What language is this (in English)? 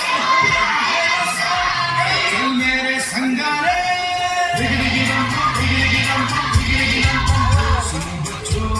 Chhattisgarhi